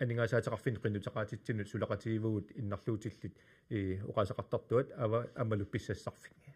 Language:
Kalaallisut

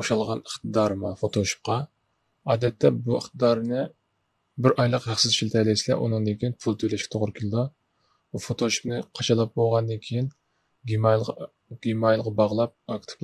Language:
Uyghur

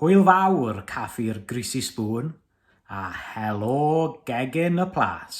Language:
Welsh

